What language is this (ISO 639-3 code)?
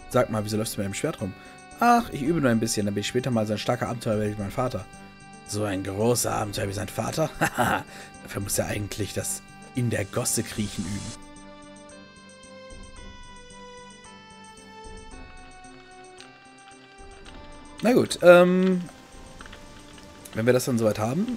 deu